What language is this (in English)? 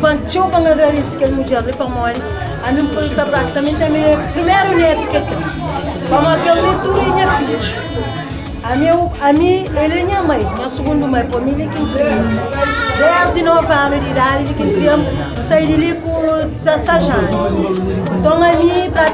Kabuverdianu